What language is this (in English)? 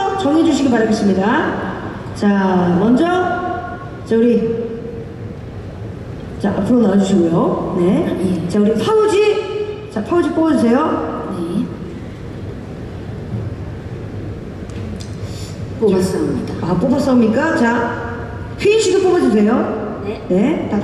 Korean